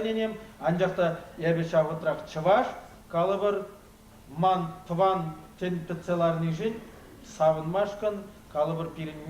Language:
Chuvash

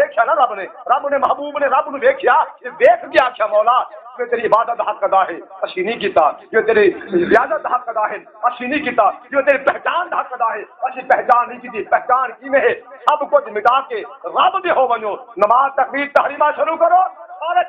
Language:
Saraiki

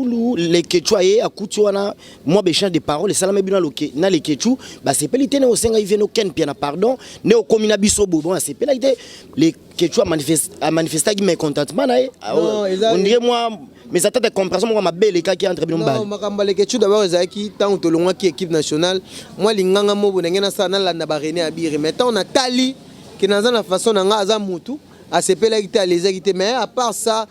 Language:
Lingala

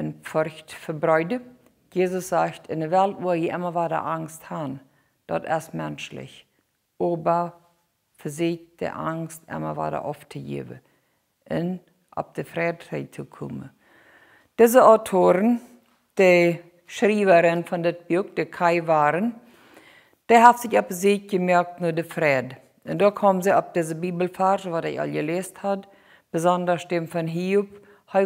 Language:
Plautdietsch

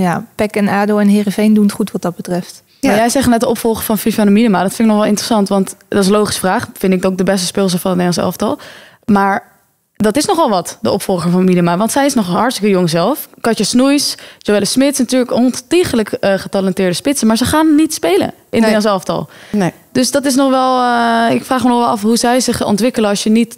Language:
Dutch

